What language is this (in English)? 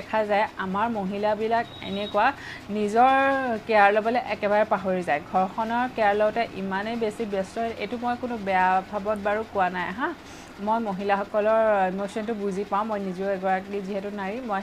Assamese